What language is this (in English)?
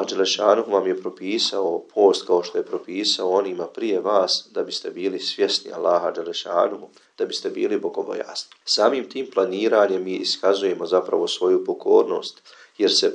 Bosnian